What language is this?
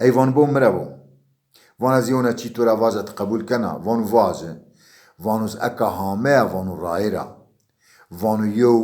Zaza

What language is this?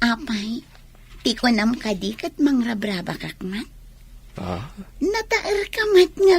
Iloko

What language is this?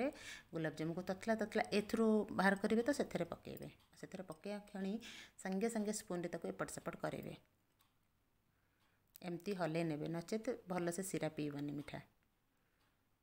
Odia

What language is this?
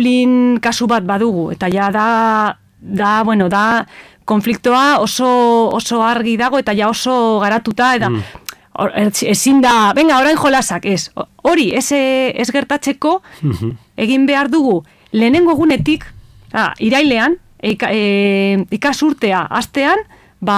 Basque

